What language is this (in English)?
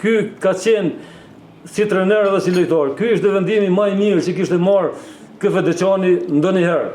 Albanian